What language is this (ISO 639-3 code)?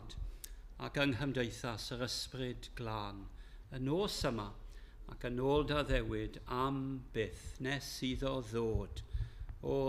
cym